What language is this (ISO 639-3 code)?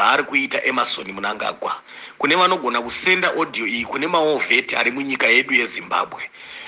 sna